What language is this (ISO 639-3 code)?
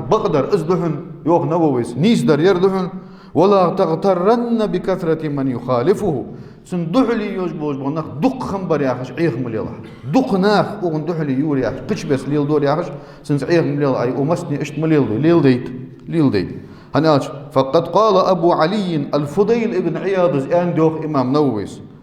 inh